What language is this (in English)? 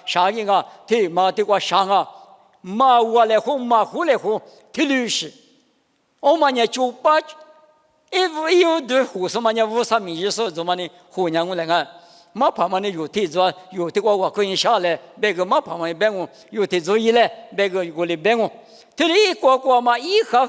Lisu